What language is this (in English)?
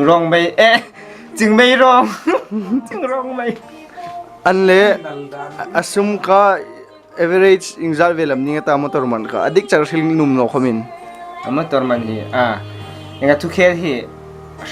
Hmar